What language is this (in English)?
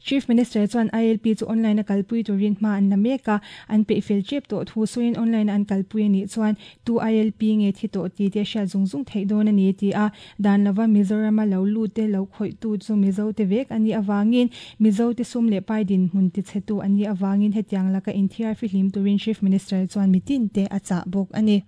Mizo